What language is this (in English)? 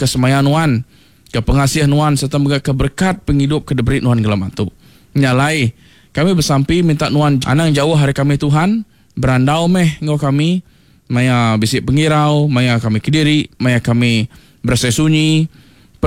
Iban